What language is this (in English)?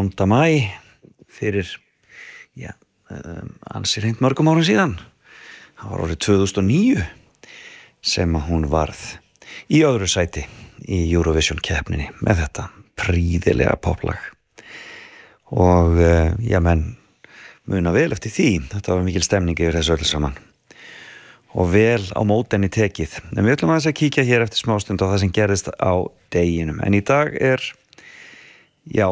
Icelandic